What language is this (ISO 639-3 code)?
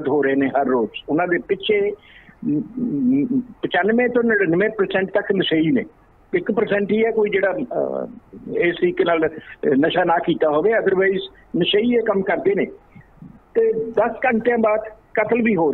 pan